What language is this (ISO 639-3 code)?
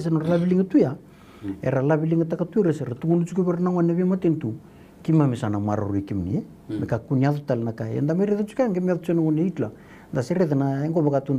fij